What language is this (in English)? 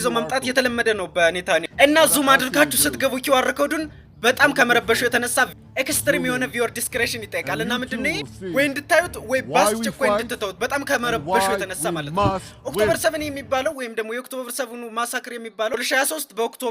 Amharic